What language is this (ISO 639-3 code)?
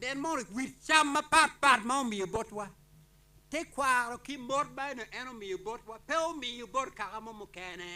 ach